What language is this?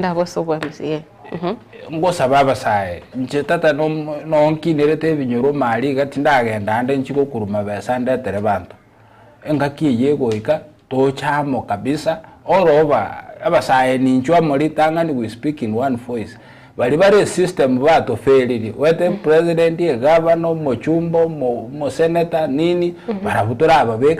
Gusii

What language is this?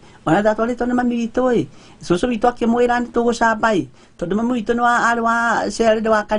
Kikuyu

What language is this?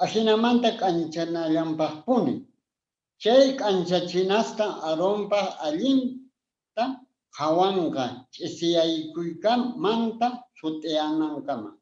Quechua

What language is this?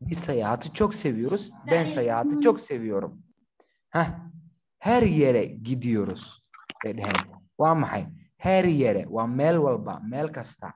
Somali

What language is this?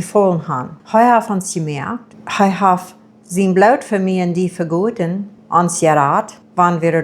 Plautdietsch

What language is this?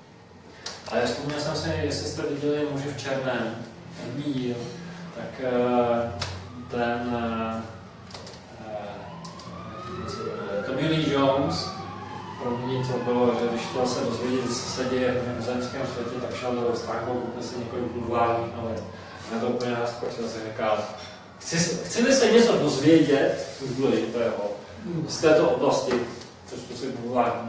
Czech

